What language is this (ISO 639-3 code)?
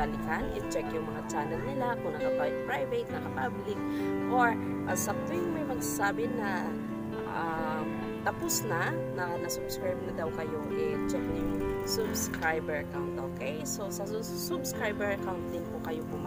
fil